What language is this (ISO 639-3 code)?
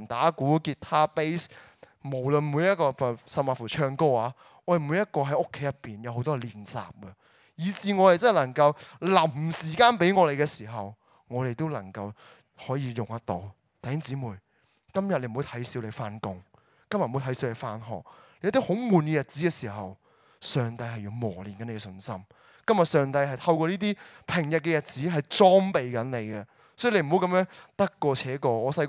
yue